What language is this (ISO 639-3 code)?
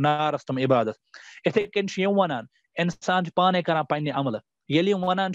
kas